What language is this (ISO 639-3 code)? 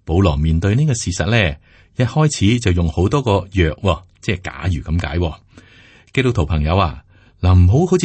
yue